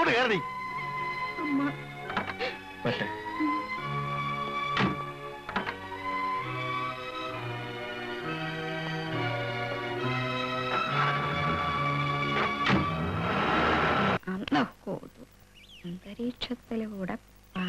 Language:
Malayalam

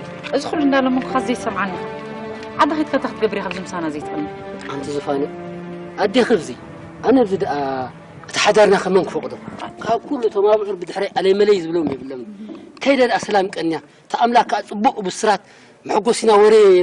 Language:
Tigrinya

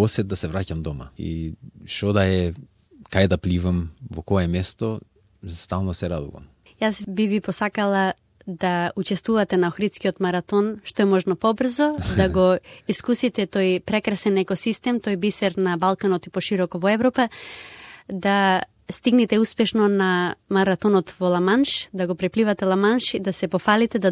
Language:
Macedonian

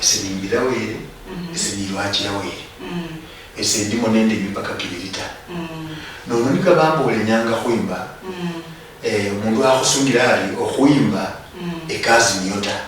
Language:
Luyia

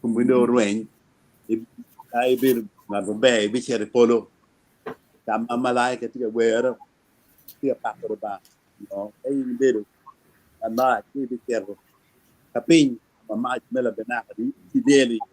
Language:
Acoli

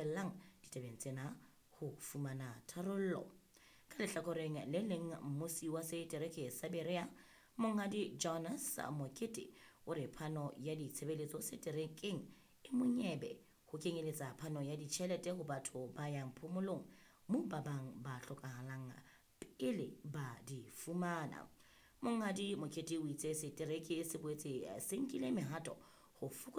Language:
Southern Sotho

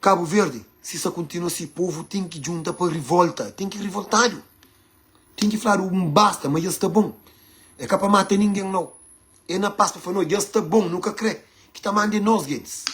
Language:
Kabuverdianu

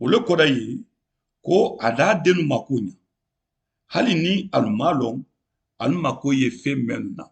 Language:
Mandingo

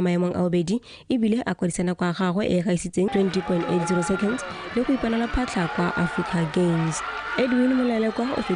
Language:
Tswana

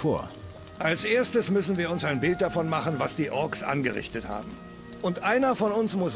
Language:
Bavarian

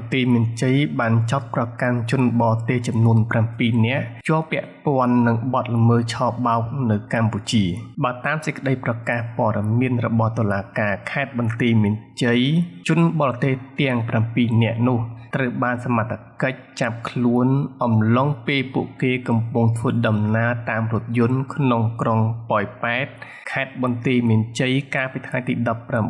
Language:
Khmer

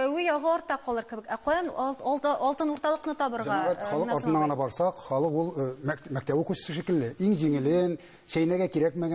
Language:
Tatar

